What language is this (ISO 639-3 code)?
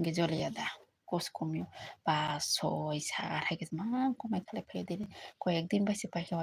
trp